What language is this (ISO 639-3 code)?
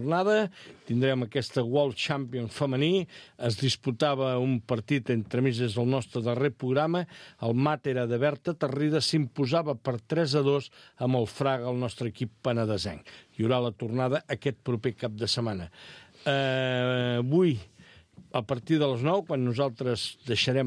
cat